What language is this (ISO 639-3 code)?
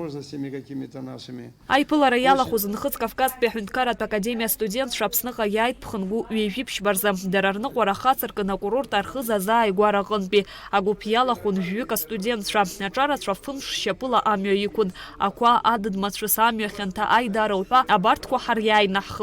abk